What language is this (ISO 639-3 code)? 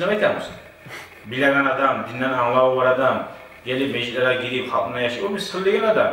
kum